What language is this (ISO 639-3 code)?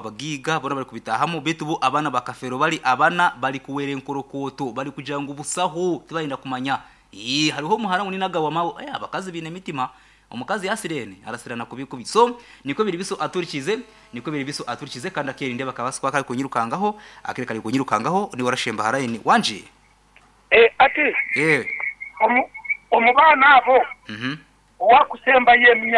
nyn